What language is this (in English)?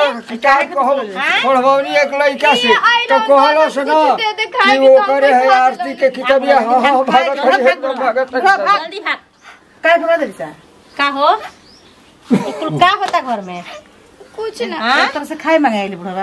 Bhojpuri